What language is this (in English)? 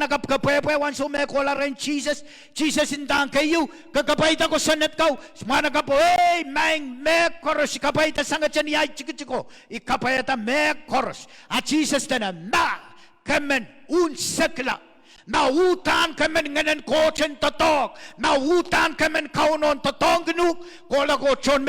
Pohnpeian